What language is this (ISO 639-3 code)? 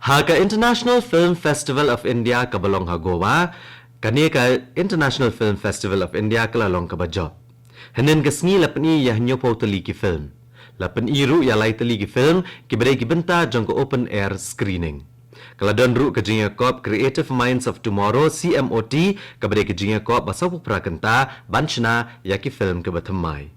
kha